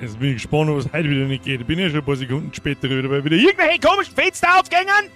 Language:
Bavarian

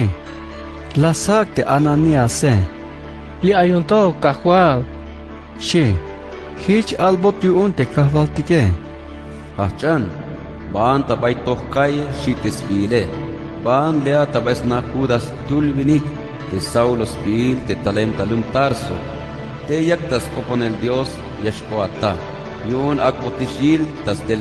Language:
Tzeltal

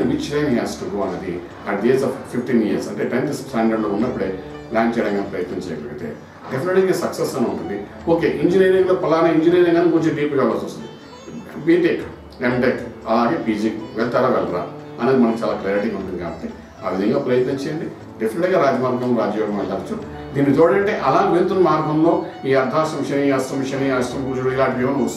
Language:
Telugu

